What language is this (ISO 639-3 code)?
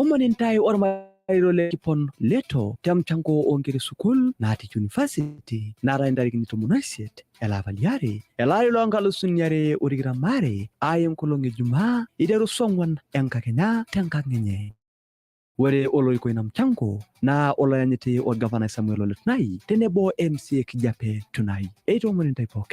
mas